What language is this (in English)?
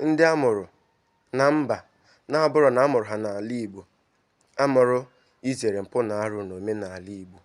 Igbo